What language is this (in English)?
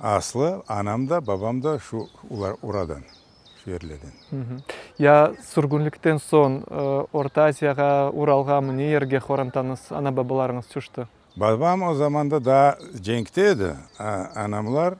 Crimean Tatar